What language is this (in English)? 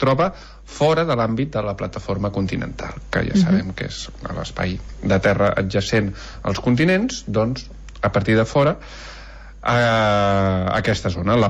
Catalan